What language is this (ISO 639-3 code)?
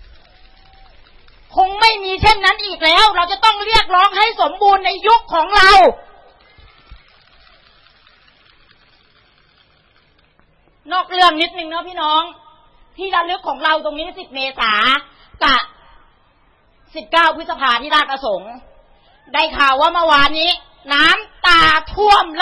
tha